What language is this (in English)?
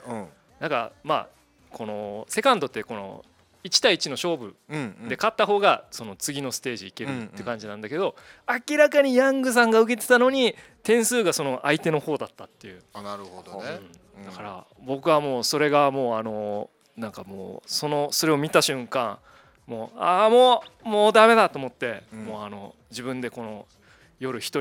Japanese